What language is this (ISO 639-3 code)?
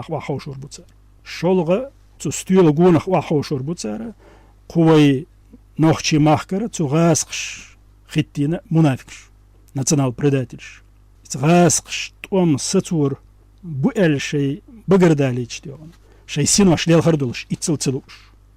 che